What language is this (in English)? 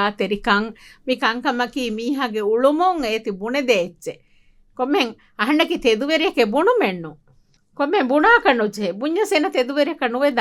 Divehi